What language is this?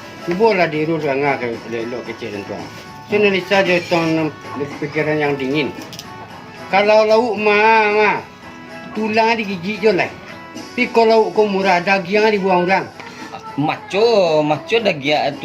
Minangkabau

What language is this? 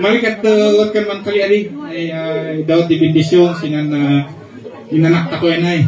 Kankanaey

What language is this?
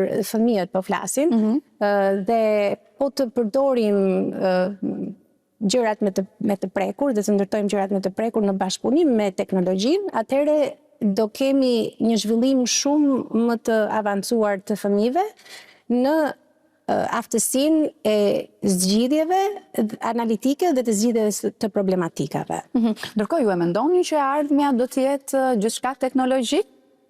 Albanian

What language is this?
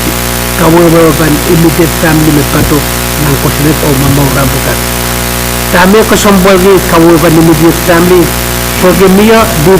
Pohnpeian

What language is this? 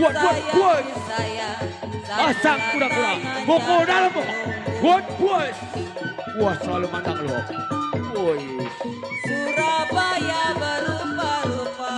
Betawi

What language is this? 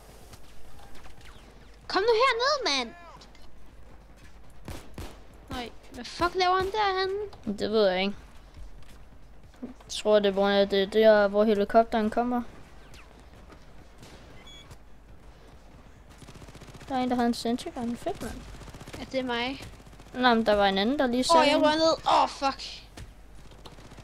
Danish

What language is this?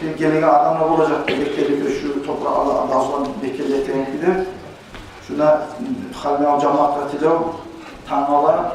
Kumyk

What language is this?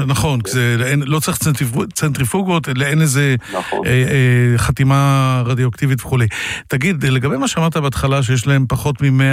Hebrew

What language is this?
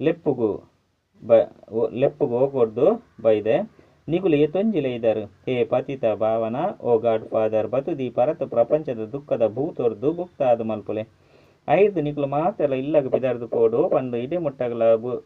Tulu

